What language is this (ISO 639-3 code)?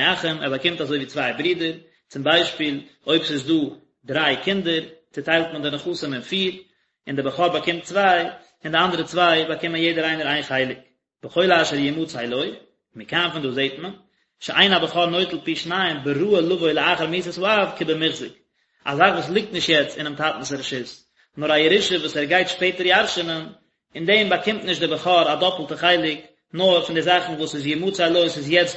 yid